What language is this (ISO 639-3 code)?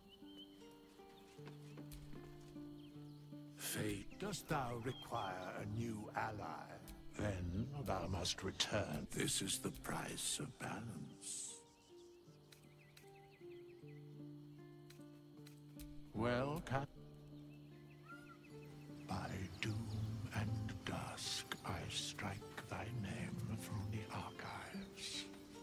eng